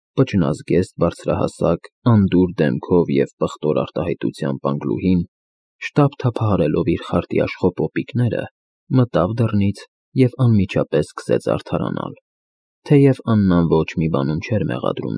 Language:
Armenian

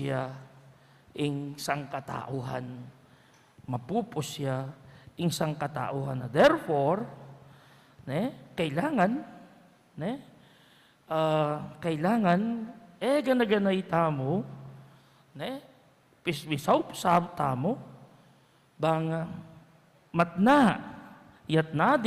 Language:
Pampanga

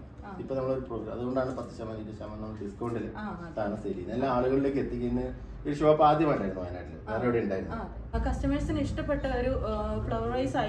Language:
Malayalam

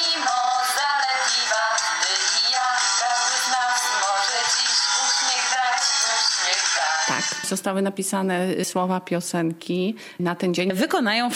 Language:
Polish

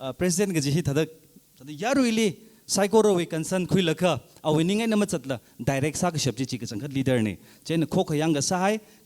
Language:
Tangkhul Naga (India)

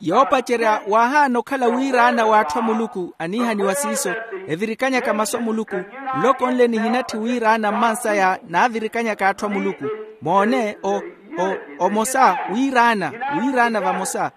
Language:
Makhuwa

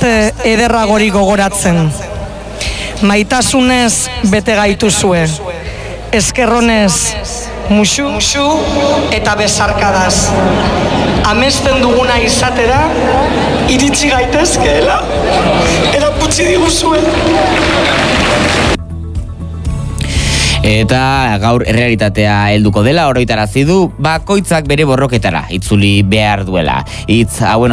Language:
Basque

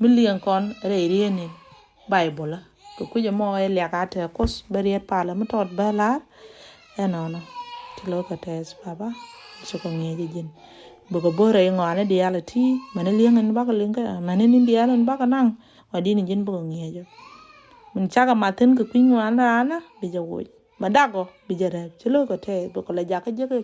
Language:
Nuer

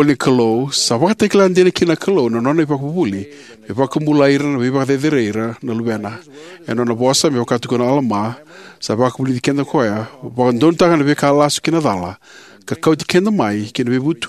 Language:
Fijian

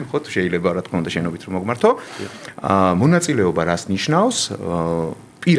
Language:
Georgian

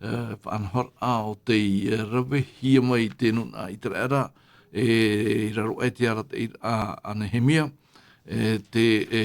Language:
Tahitian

